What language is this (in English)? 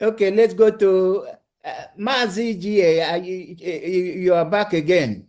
Igbo